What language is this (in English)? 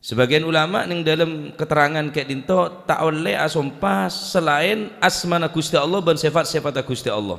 Madurese